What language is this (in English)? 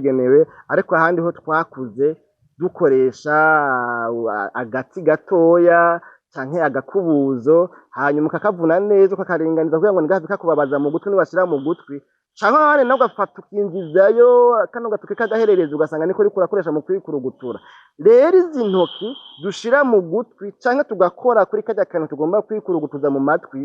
Rundi